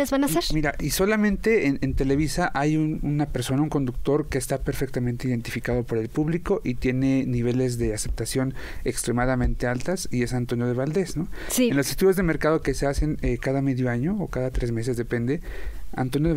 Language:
Spanish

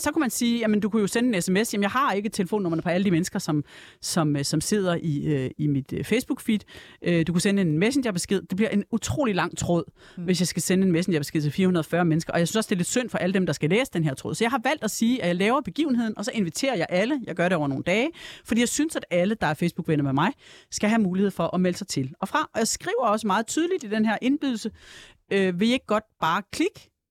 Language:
Danish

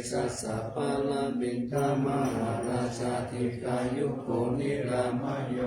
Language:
Pali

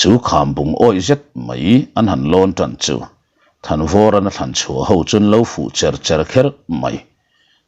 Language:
Mizo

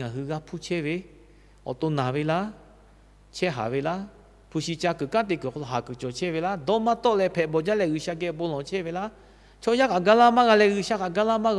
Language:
Lahu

